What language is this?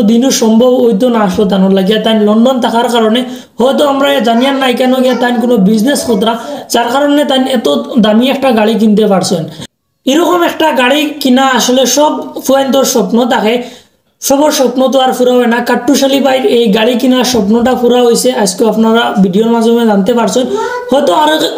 Sylheti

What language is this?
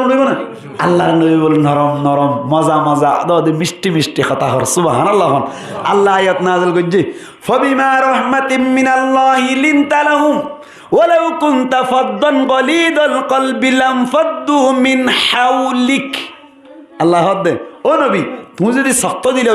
Rohingya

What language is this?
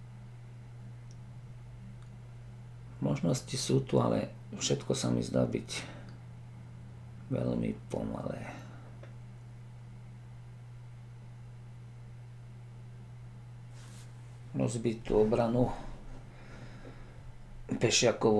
Slovak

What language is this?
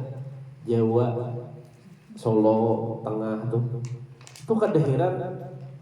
Banjar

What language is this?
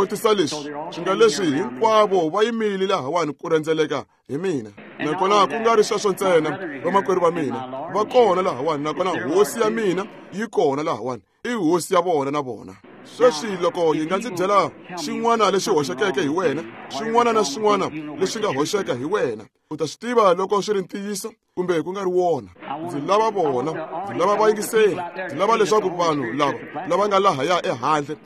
Tsonga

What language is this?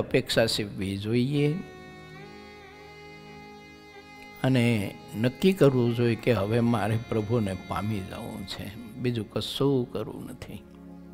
Gujarati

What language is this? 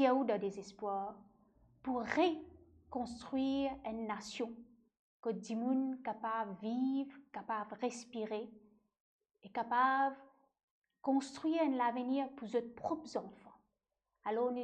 Morisyen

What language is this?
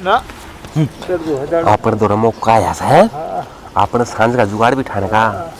Haryanvi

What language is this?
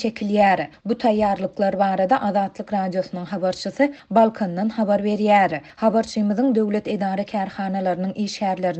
Turkmen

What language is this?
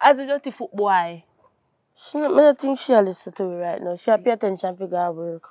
Jamaican Creole English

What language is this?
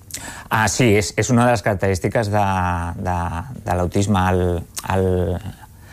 Catalan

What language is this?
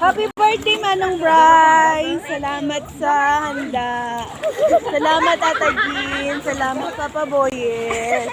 Hiligaynon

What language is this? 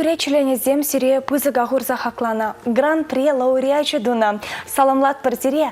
Chuvash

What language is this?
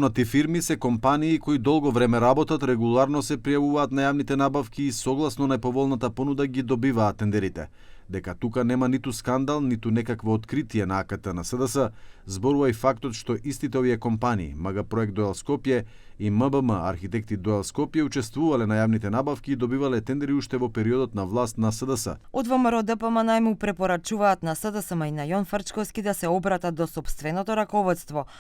Macedonian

